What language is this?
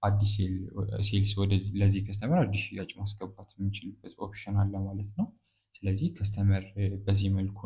Amharic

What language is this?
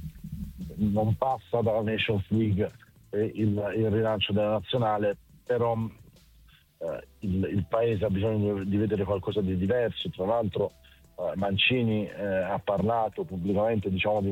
Italian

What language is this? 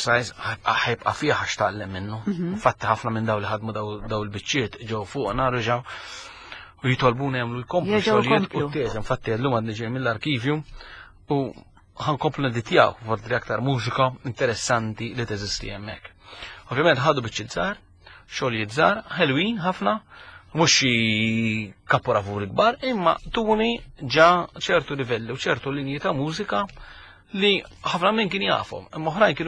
Maltese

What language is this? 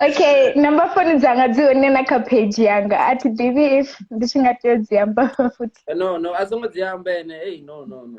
Venda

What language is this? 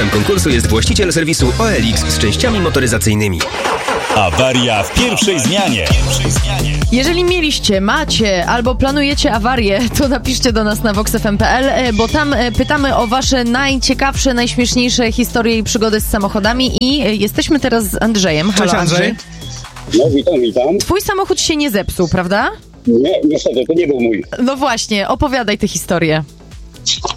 Polish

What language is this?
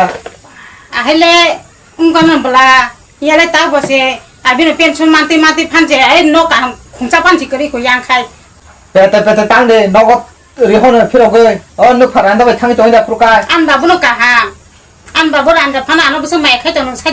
Kok Borok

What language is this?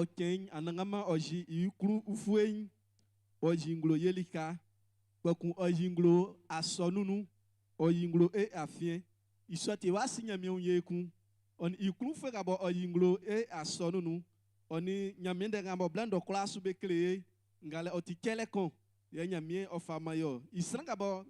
Baoulé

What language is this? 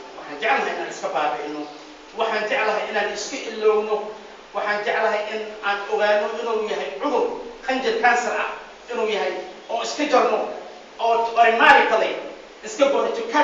Somali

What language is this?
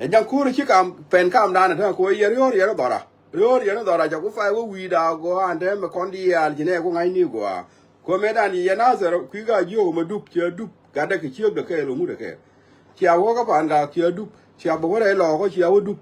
Nuer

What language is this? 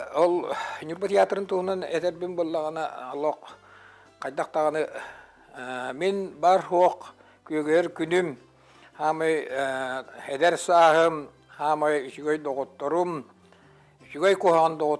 Yakut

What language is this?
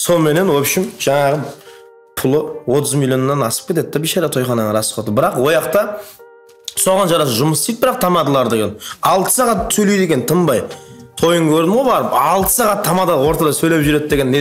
Kara-Kalpak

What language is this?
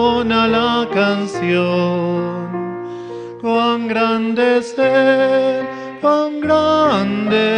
Aymara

